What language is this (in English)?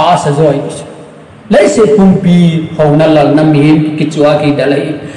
Thado Chin